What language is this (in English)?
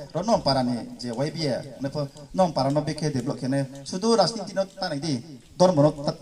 Riang (India)